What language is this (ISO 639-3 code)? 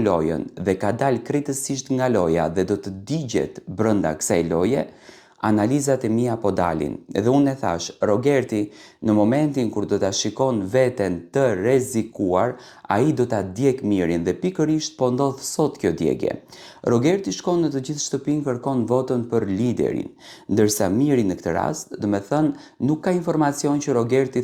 sqi